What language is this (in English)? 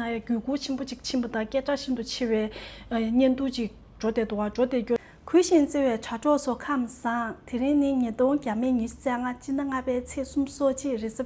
Tibetan